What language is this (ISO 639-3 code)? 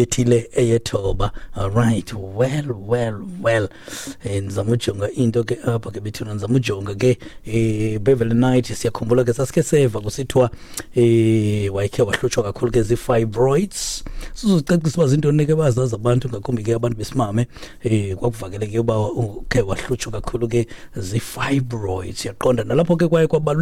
xho